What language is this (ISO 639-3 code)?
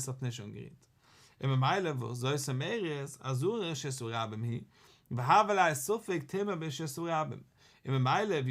yid